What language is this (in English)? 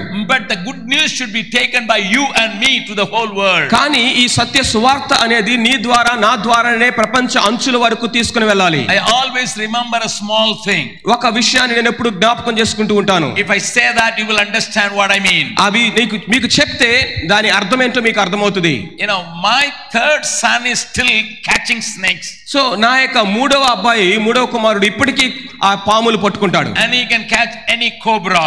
Telugu